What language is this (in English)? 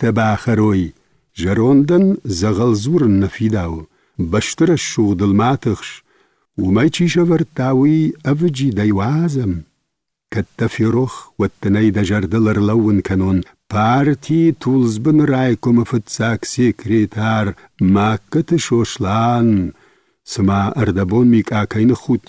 Ossetic